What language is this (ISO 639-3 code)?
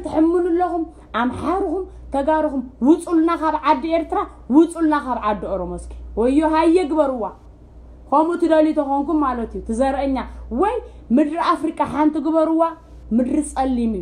tir